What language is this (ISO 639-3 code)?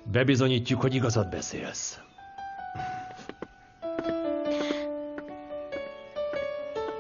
hun